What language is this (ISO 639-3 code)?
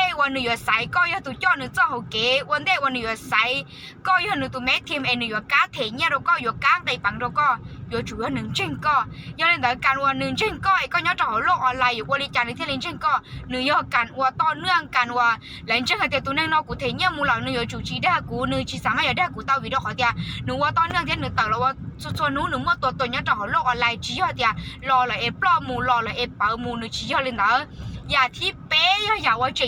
hmn